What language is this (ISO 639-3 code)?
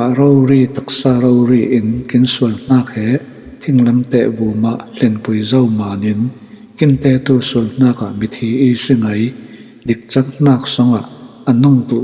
cfm